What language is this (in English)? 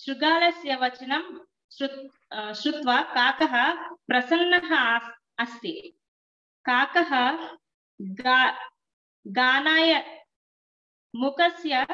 Sanskrit